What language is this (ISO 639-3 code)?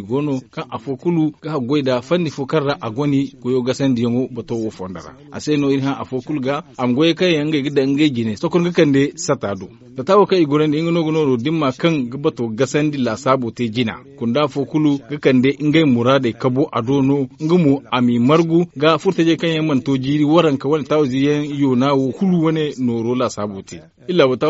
dje